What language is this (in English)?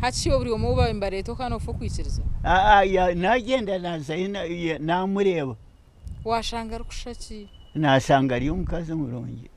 Nyankole